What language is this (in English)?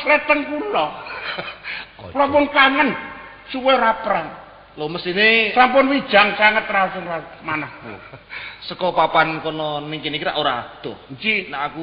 Javanese